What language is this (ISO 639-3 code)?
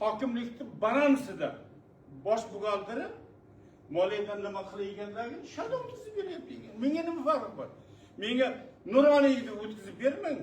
uzb